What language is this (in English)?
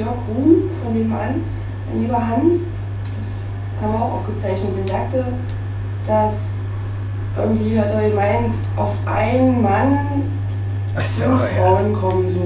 German